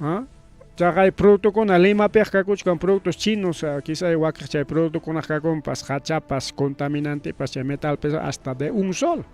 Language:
Ayacucho Quechua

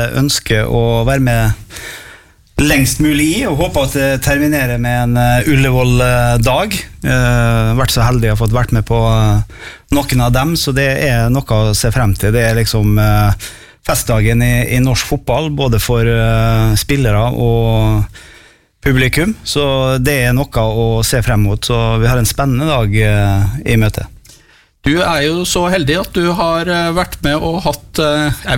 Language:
Norwegian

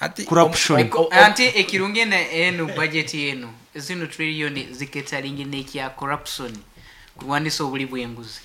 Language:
Nyoro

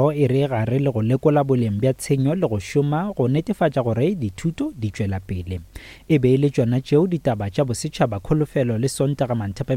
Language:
Northern Sotho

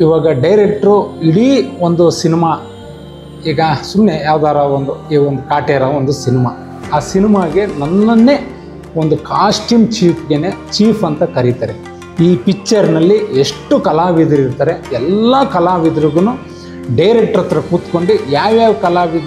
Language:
Kannada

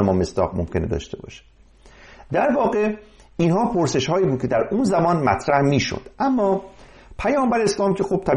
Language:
Persian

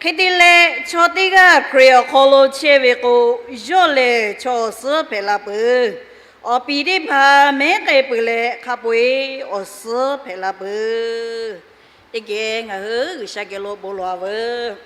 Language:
Lahu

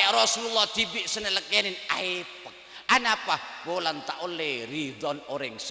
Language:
Madurese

